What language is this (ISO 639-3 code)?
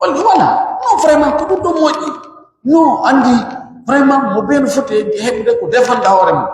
fuf